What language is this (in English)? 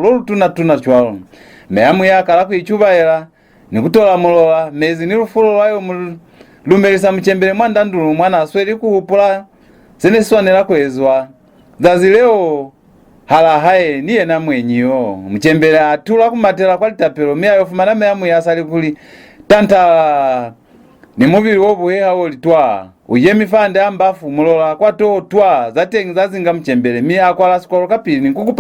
Lozi